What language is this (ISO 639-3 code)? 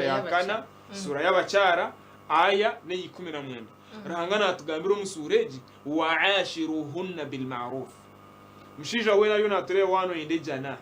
nyn